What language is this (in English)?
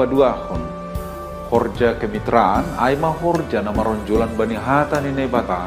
Batak Simalungun